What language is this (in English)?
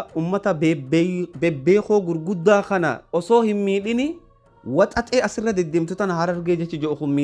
Oromo